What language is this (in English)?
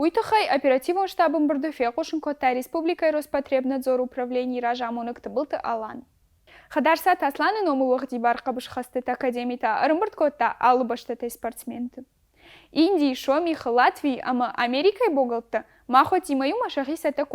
Ossetic